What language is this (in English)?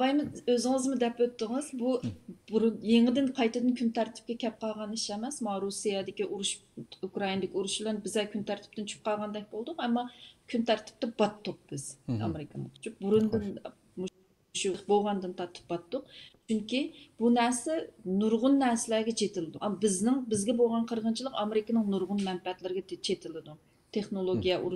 Uyghur